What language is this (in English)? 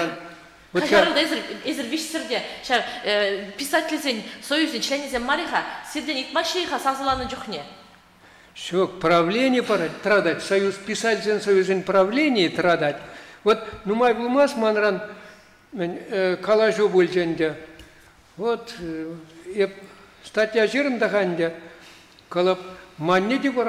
Chuvash